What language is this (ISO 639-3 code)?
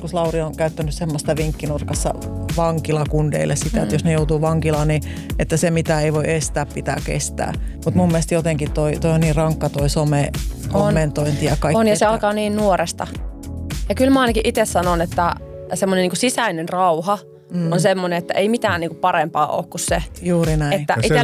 fin